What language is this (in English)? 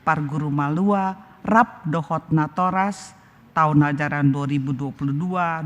Batak Toba